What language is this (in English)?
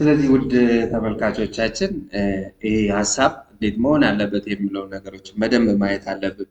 Amharic